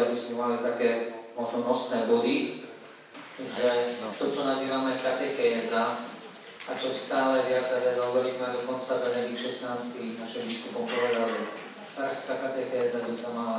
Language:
Slovak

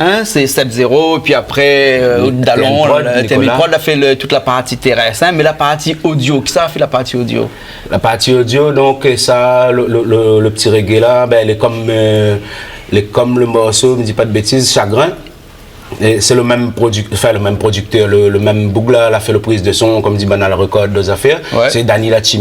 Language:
Réunion Creole French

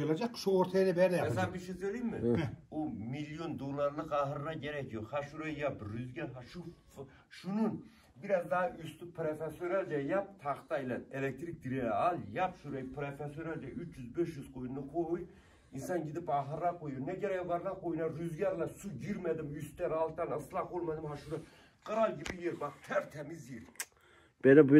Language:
Turkish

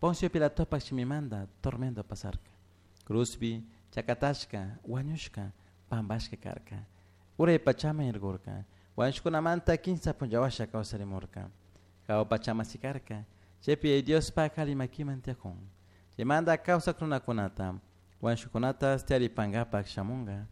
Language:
Chimborazo Highland Quichua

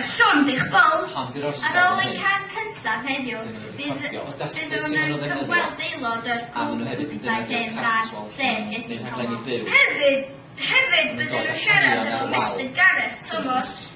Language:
Welsh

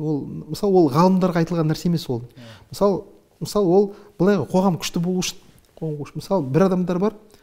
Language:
Kazakh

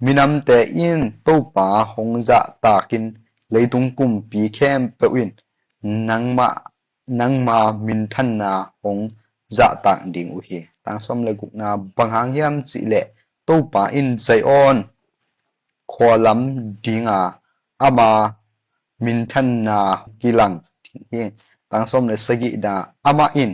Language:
Tedim Chin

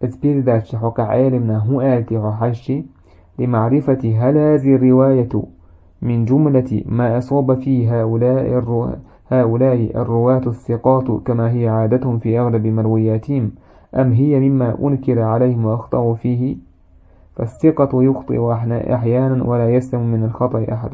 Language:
Chechen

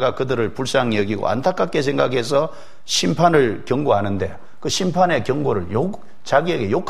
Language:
Korean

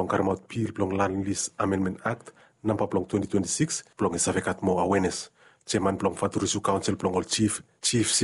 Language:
Bislama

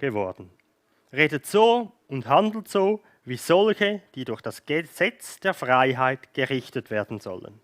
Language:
Swiss German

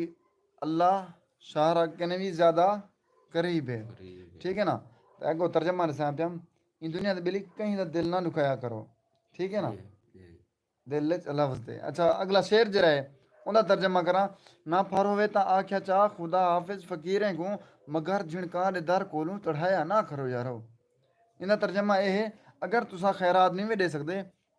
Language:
Saraiki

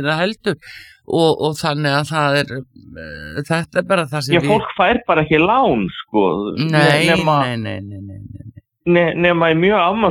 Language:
Icelandic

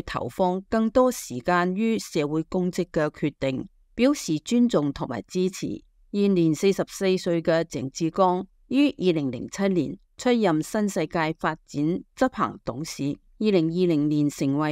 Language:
Cantonese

